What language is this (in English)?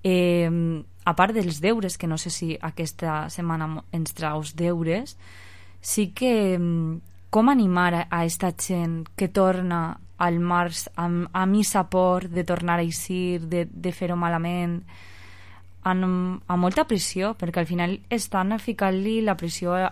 Catalan